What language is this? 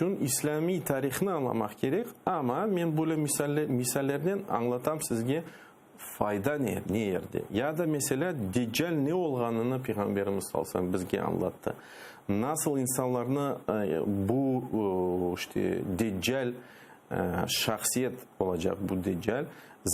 Crimean Tatar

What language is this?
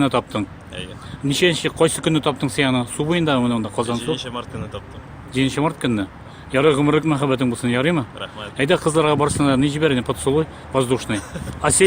Tatar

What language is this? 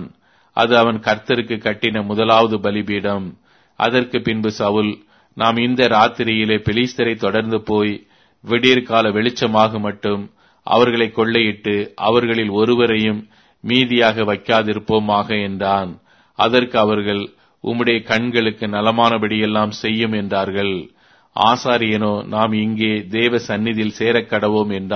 Tamil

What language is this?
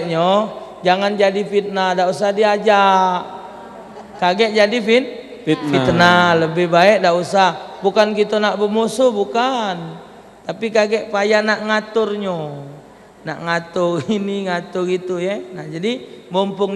Musi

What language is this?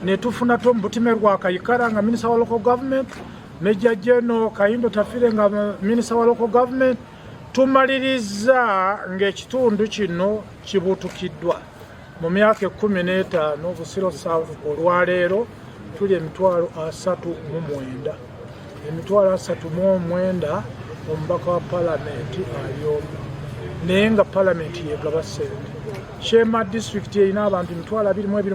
Ganda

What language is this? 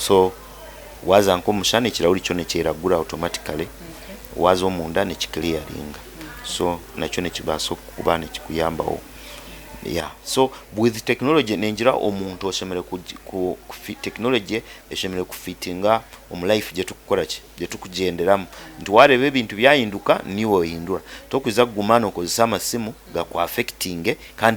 Nyankole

